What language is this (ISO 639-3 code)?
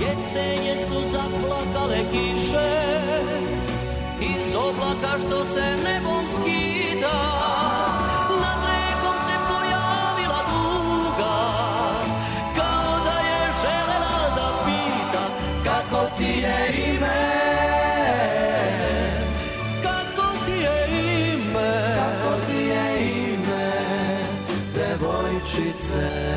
srp